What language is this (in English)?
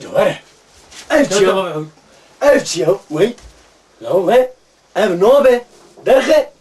Kurdish